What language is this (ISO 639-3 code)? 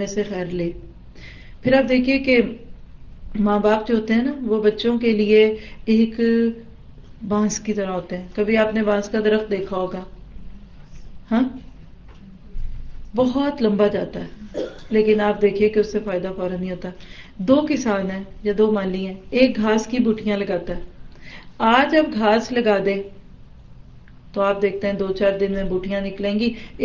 urd